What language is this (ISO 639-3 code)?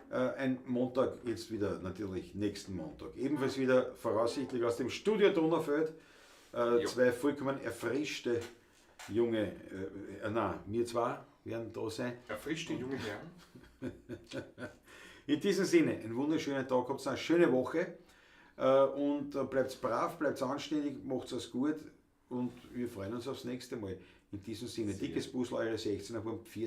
bar